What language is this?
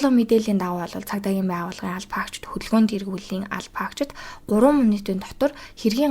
Mongolian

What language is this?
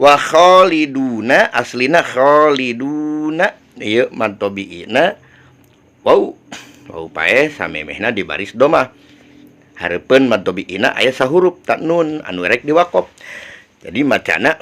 Sundanese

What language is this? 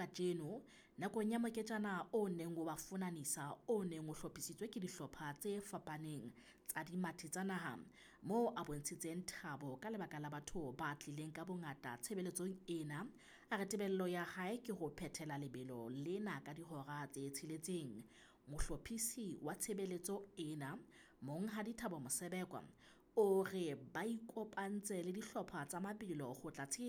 Southern Sotho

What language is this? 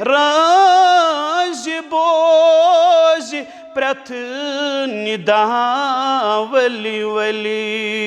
Kashmiri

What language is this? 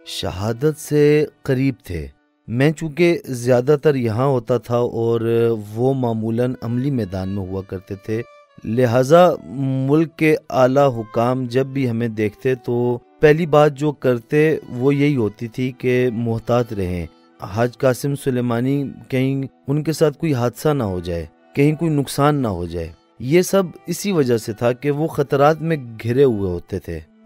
Urdu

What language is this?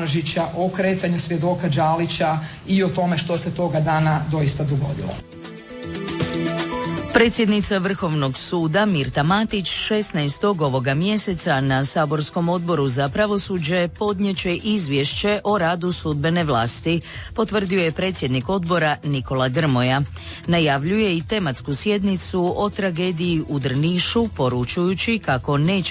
Croatian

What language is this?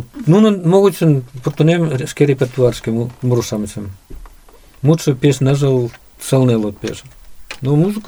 Mari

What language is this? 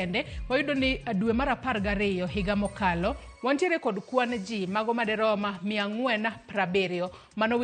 Luo (Kenya and Tanzania)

